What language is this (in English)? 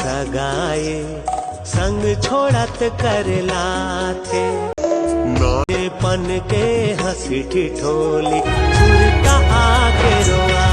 Chhattisgarhi